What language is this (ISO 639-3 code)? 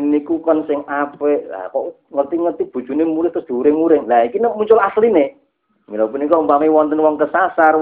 jav